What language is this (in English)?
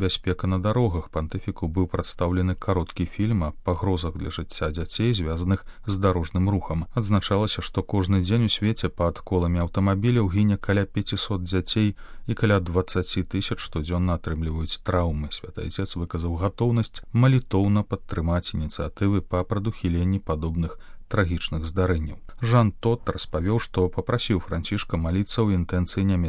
Belarusian